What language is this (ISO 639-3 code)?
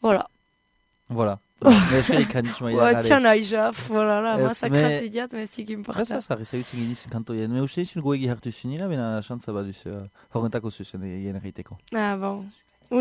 eus